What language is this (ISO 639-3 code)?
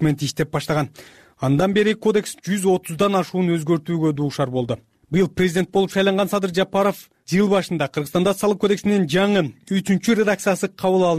kir